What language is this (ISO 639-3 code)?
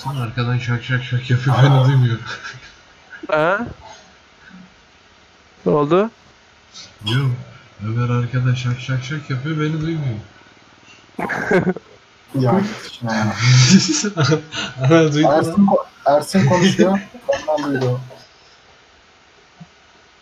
tur